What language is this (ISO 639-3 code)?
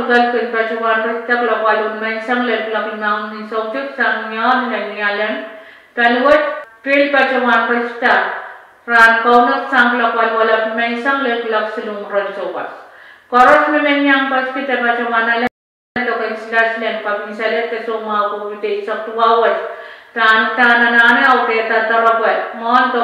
pon